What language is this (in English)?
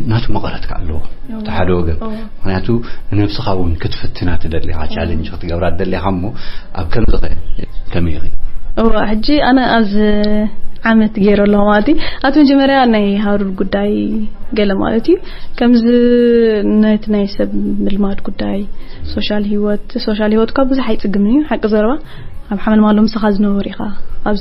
Tigrinya